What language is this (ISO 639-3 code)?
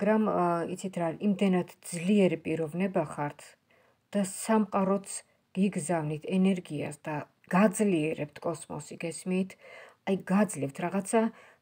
kat